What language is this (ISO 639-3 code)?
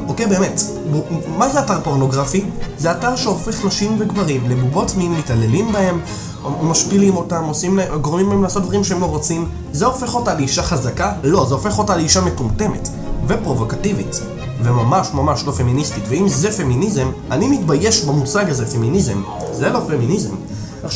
heb